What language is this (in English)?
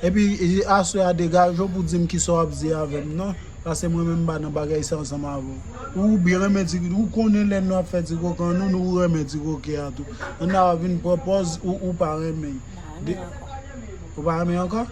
Haitian Creole